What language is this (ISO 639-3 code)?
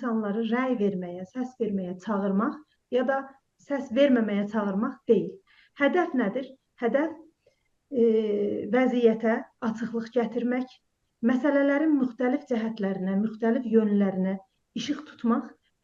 azb